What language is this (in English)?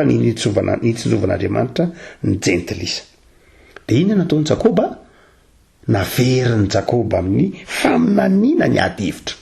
Malagasy